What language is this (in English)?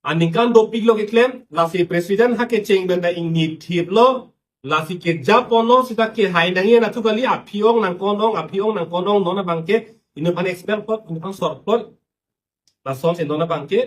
Karbi